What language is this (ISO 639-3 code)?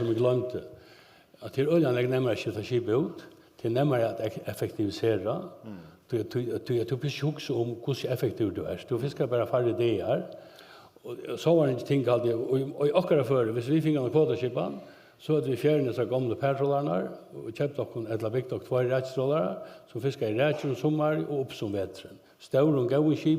fao